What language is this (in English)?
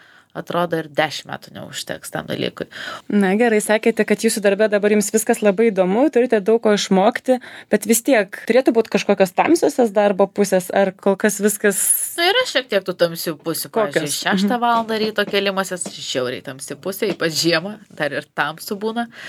Lithuanian